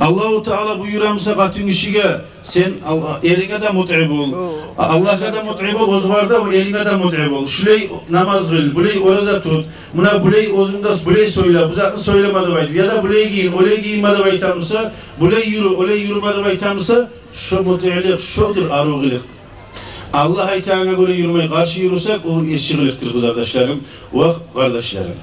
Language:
Kumyk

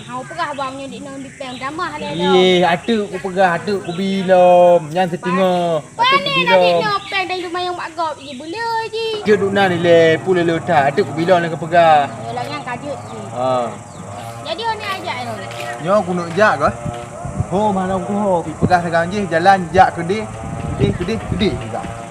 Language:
Achinese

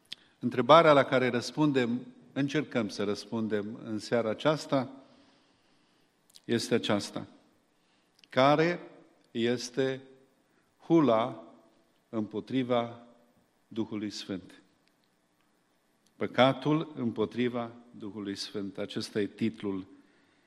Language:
Romanian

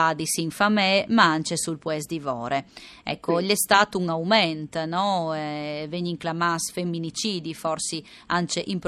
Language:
Friulian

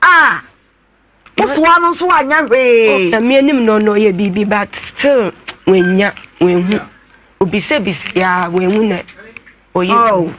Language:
Akan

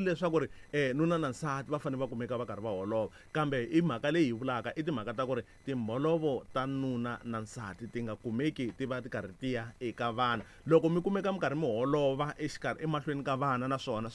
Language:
Tsonga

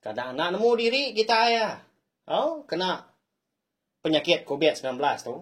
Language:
Iban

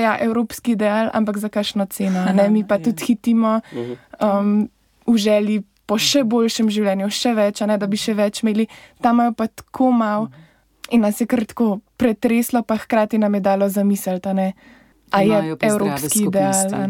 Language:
Slovenian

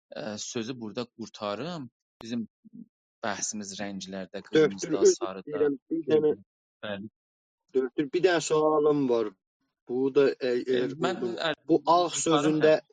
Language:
South Azerbaijani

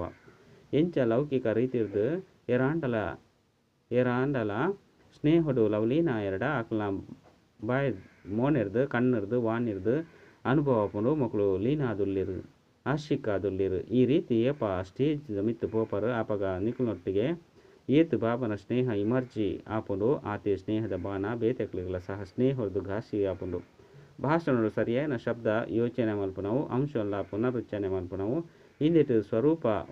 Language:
Tulu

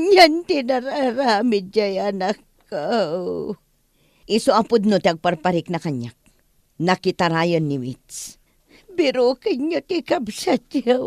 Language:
Iloko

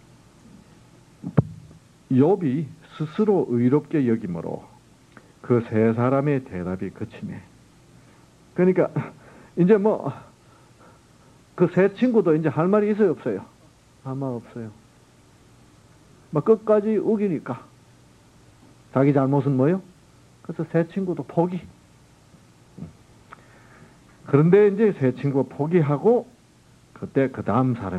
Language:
Korean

